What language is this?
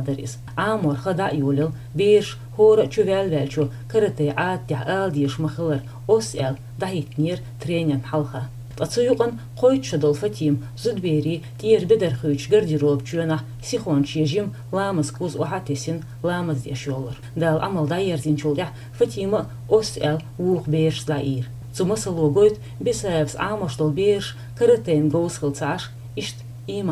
Chechen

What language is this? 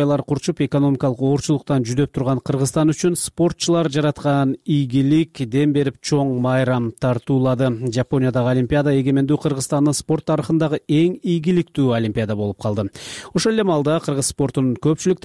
Kyrgyz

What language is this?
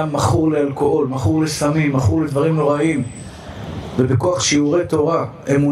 Hebrew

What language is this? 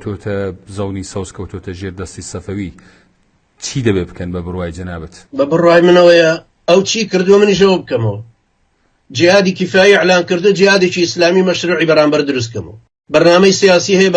Central Kurdish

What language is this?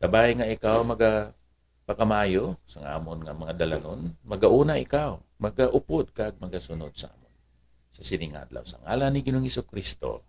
Hiligaynon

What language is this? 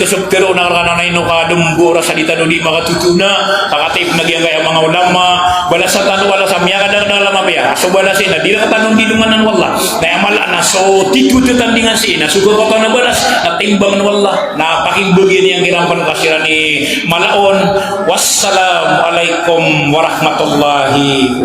Maranao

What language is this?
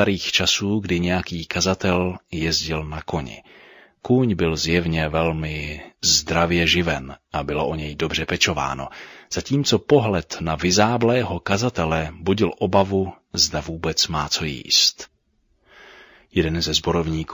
Czech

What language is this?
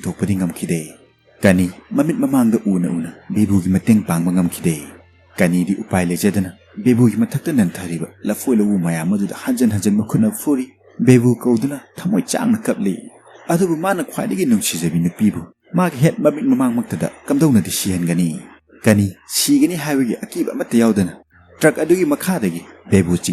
Manipuri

